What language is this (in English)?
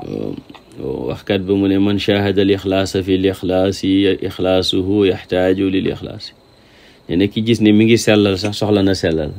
Wolof